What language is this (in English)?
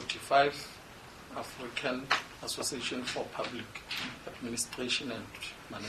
Southern Sotho